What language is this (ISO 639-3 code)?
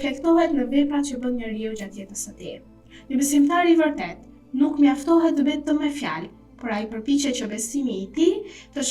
sqi